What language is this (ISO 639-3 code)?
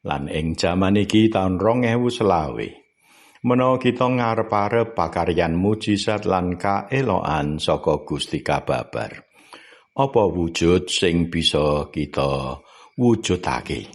jav